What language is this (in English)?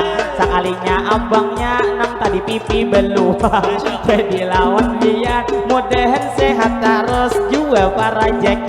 Banjar